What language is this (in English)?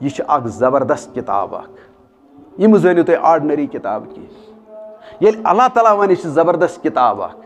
Kashmiri